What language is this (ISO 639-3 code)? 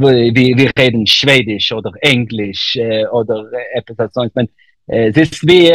yid